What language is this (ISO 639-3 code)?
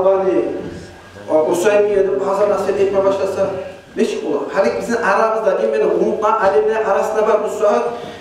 kum